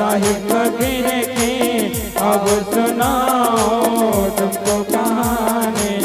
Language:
Chhattisgarhi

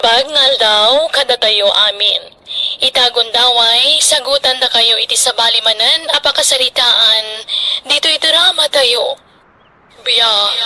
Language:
Iloko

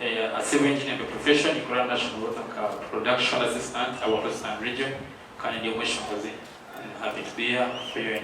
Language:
Nyankole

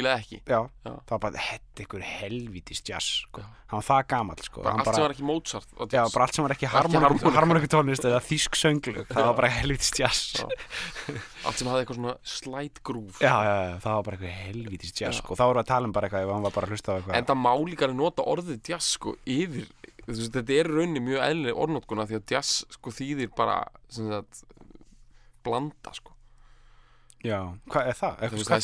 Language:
Icelandic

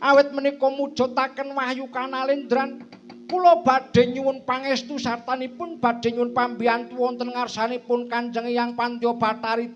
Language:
Javanese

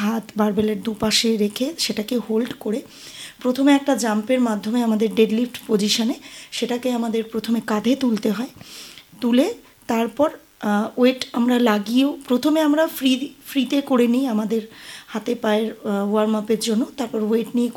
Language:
Bangla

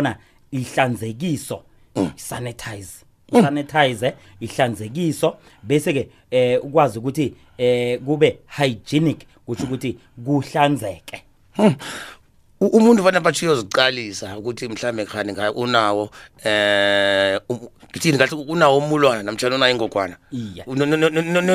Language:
South Ndebele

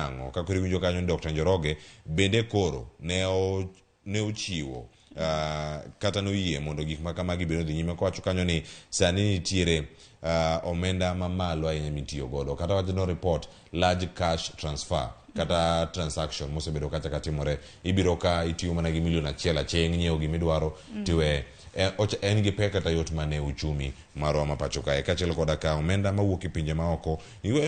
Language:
Luo (Kenya and Tanzania)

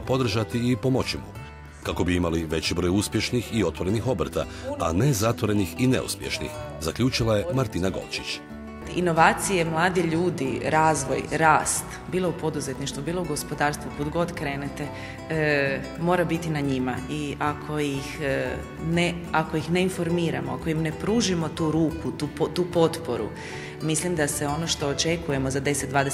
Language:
Croatian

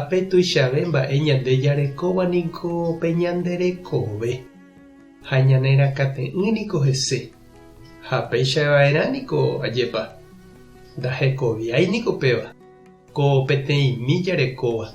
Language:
Guarani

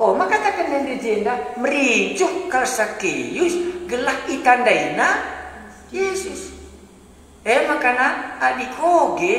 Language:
Batak Karo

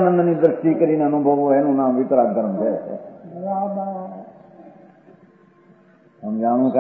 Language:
Gujarati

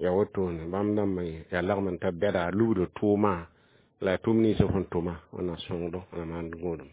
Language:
Mossi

